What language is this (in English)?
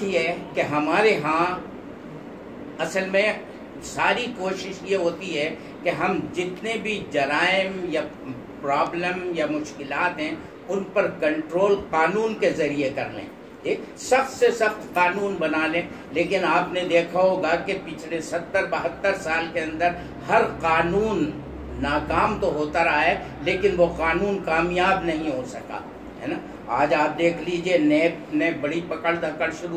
Urdu